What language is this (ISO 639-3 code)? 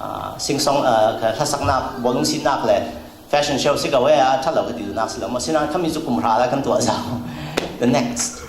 cfm